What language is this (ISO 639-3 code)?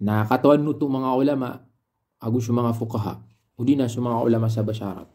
mrw